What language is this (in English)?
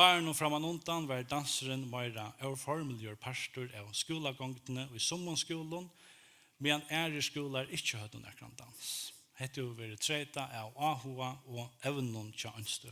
Faroese